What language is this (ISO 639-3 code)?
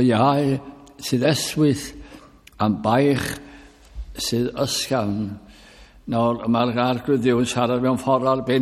cym